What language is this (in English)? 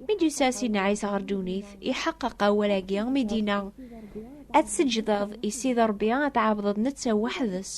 Kabyle